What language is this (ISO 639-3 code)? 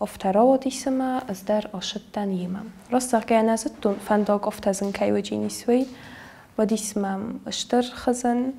oss